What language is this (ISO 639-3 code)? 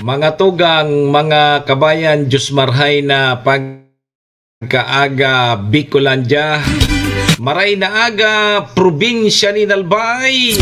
bik